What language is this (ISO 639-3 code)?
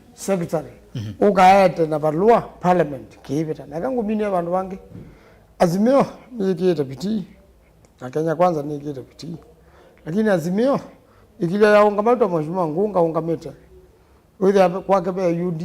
kam